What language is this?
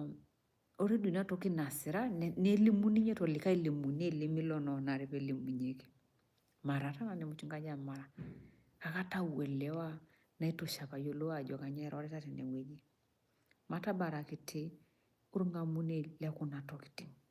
Masai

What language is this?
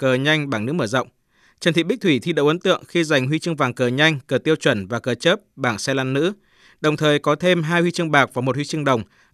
Vietnamese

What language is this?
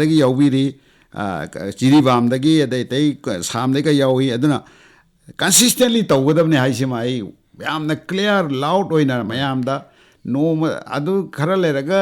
Manipuri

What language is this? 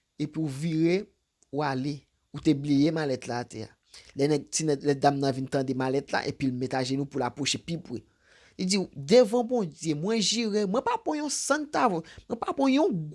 Haitian Creole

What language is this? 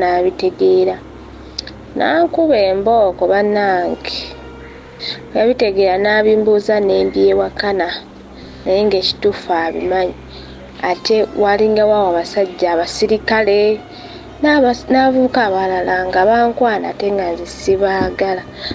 Ganda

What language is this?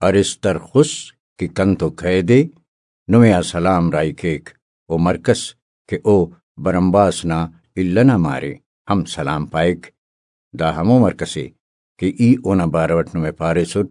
Brahui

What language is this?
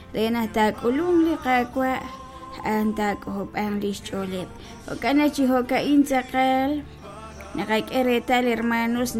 Kekchí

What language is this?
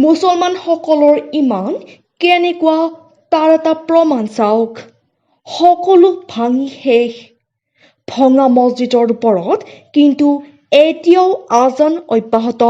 Assamese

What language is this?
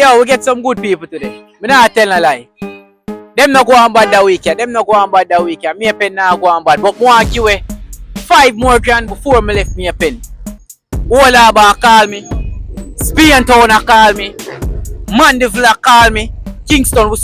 Jamaican Creole English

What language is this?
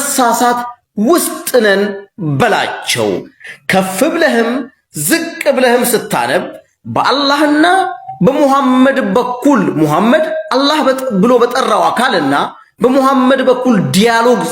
Amharic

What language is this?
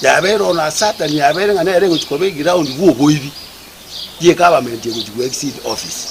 Gusii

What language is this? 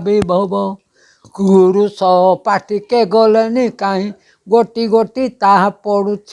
Odia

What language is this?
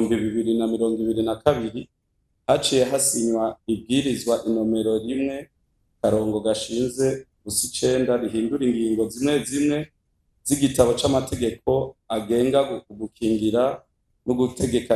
Rundi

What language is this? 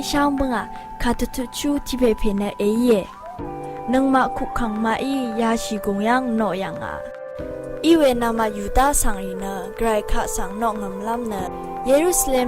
Rawang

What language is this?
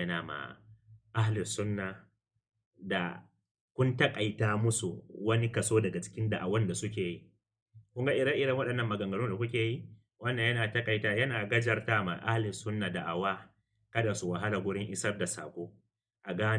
Hausa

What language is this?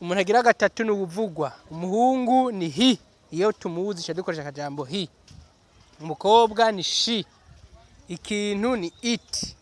Rundi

